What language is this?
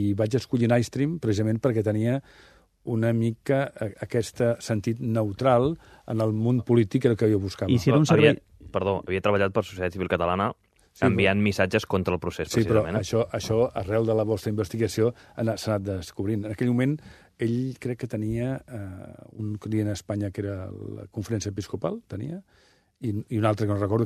Catalan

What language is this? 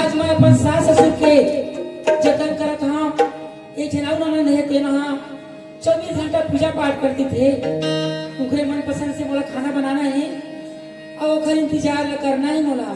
Chhattisgarhi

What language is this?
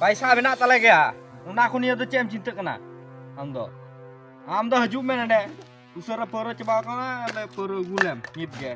Santali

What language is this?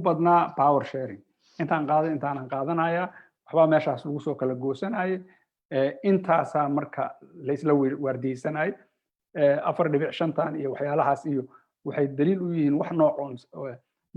Somali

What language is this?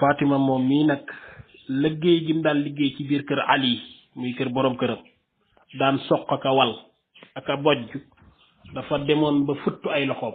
Wolof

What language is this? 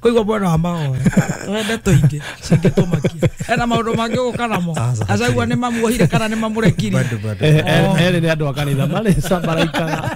Kikuyu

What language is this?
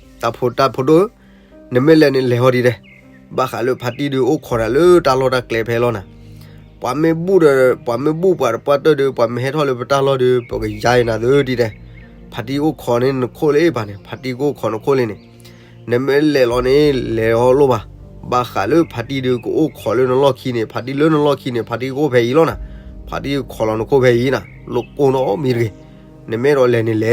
S'gaw Karen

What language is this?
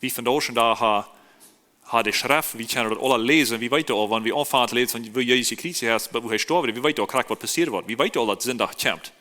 Plautdietsch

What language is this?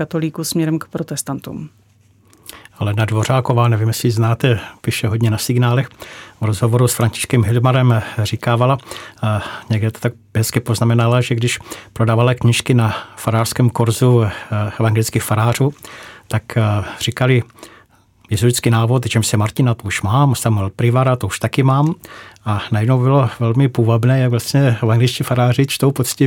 Czech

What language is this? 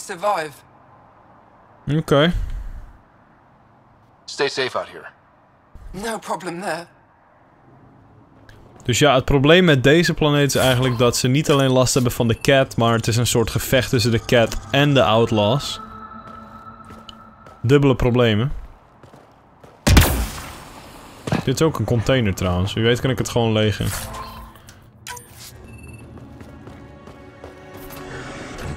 Dutch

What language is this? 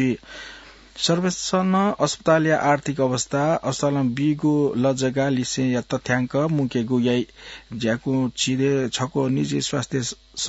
Newari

